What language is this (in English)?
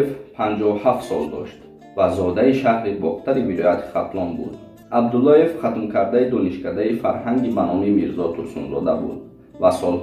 Tajik